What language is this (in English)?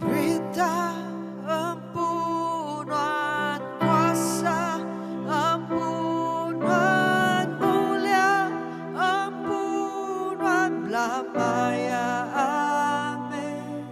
Iban